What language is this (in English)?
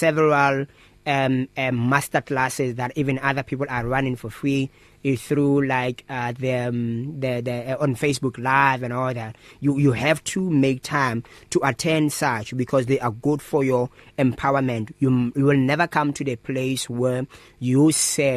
English